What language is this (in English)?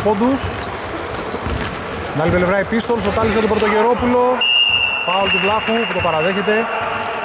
Greek